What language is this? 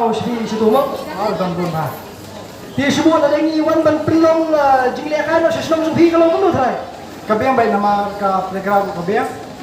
Khasi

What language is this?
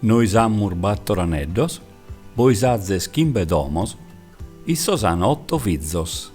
Sardinian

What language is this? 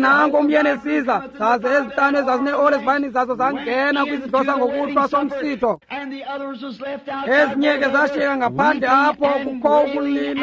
Xhosa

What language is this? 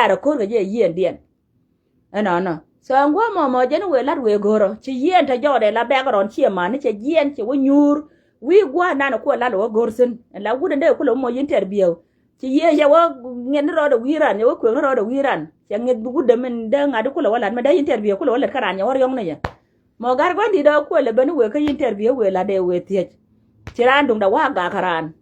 Nuer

